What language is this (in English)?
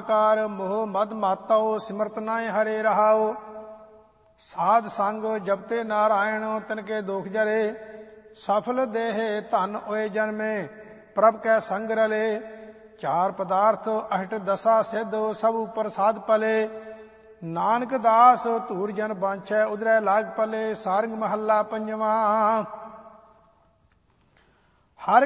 Punjabi